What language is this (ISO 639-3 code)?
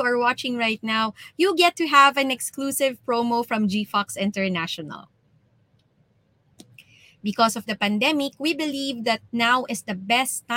fil